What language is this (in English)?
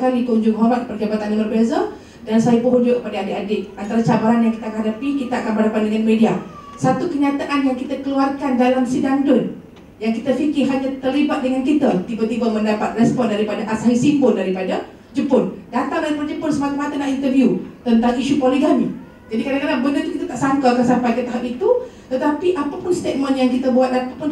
Malay